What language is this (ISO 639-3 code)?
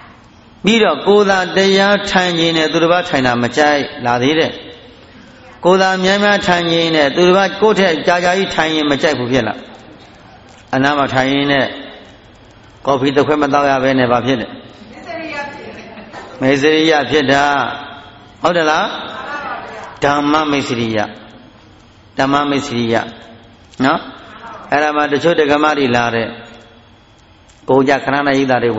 mya